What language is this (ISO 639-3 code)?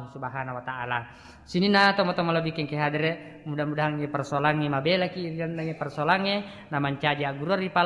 bug